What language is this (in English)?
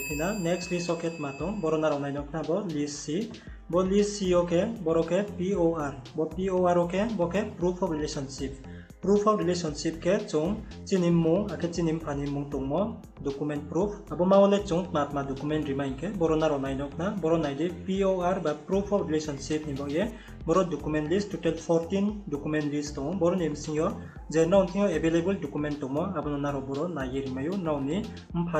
Riang (India)